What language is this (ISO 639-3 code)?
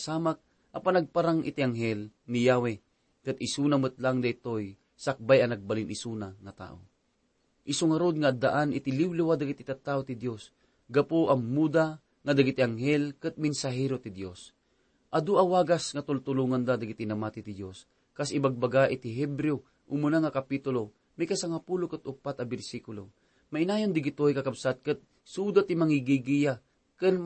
ilo